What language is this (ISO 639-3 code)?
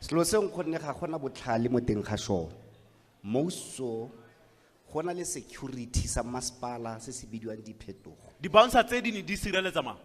tsn